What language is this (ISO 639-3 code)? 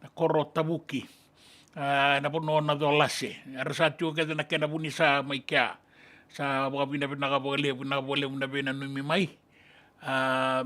fij